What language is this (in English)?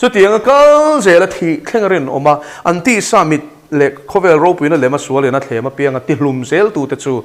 Mizo